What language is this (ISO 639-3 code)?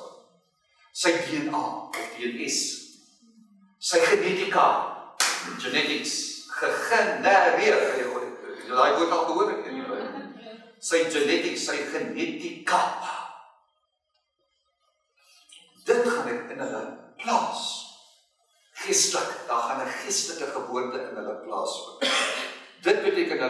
afr